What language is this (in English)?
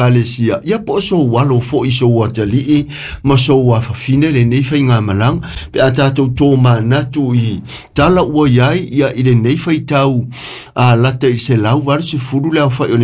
Samoan